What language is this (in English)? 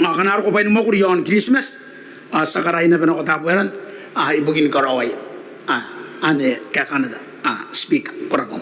Gilbertese